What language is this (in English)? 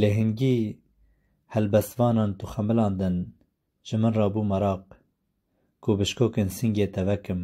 Kurdish